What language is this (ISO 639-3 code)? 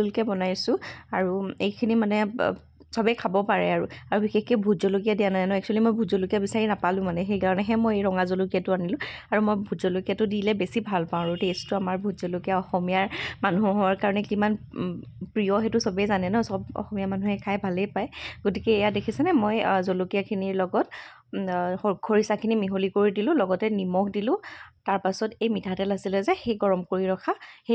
asm